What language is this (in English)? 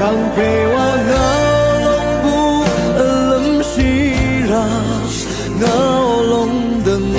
Rawang